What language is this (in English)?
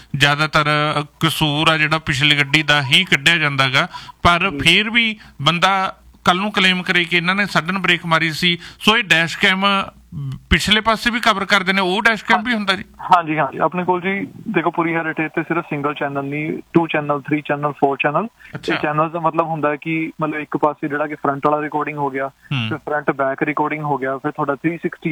Punjabi